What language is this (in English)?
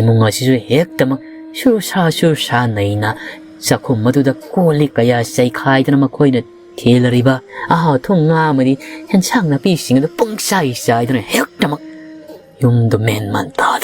Manipuri